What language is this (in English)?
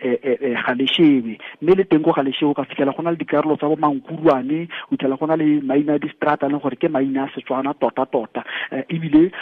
Tswana